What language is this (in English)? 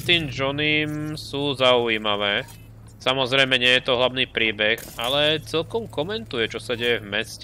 Slovak